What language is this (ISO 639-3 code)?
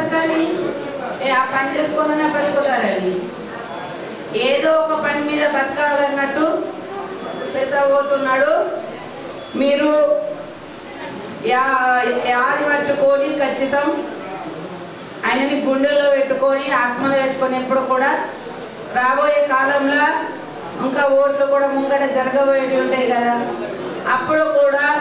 tel